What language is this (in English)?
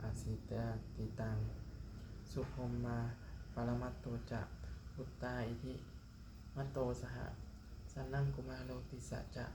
Pali